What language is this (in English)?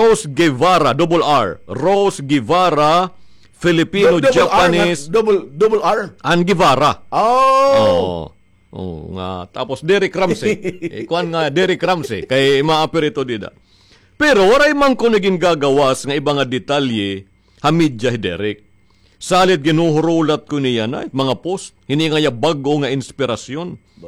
Waray